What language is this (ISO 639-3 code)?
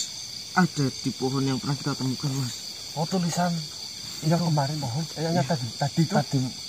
ind